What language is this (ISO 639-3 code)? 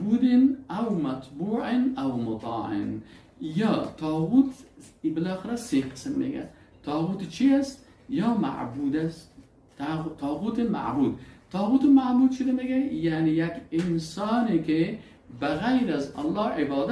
fas